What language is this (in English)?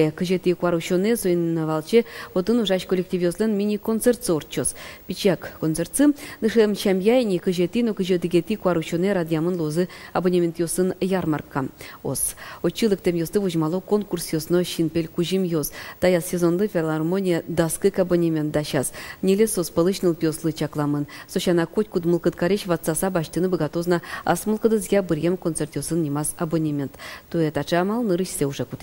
Udmurt